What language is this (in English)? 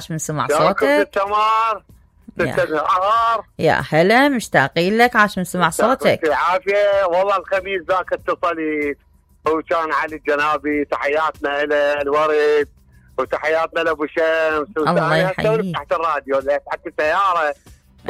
Mesopotamian Arabic